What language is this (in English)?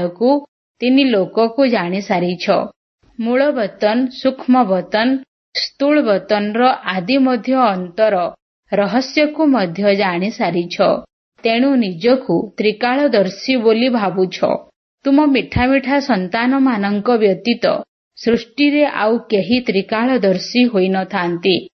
Odia